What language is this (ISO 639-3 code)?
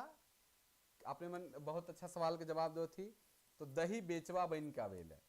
sck